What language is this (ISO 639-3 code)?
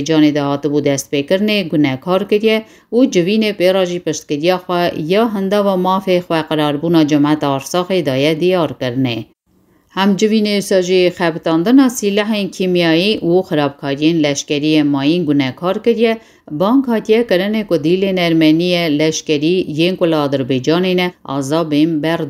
kur